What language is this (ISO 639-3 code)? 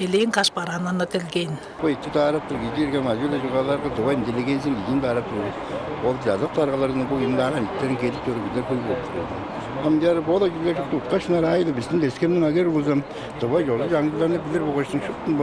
tyv